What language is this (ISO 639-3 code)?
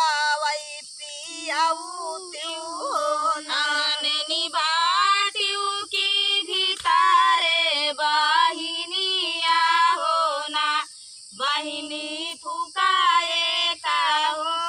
bho